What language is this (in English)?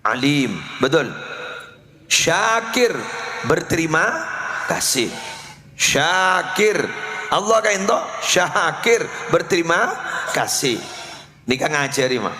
Madurese